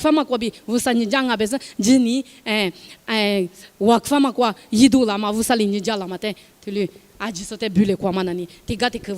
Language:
Lisu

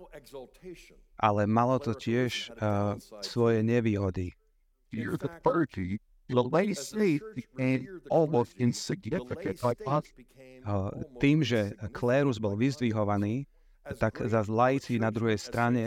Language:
Slovak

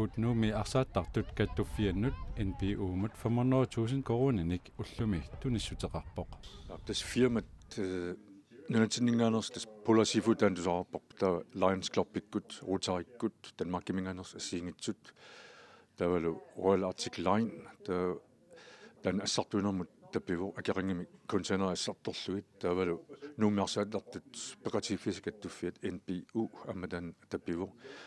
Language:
Kalaallisut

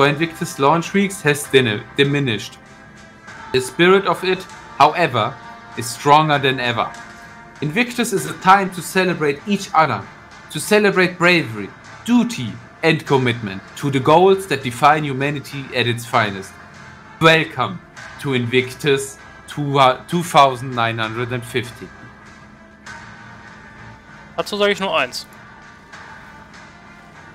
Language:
German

